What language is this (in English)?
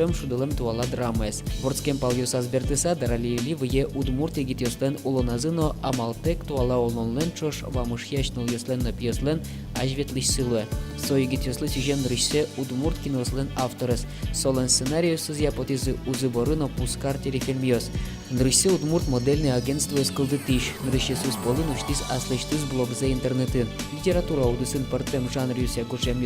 Udmurt